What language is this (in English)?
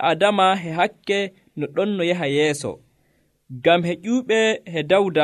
Nigerian Fulfulde